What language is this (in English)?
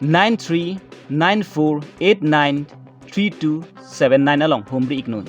Karbi